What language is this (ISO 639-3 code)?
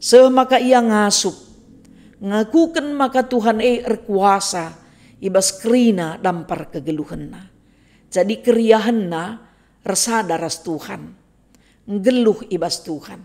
btx